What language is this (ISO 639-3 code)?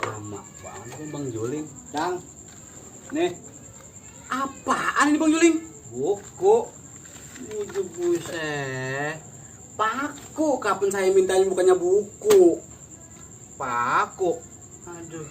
bew